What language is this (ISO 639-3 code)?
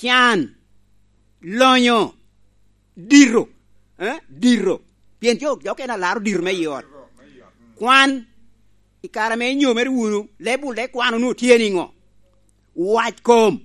laj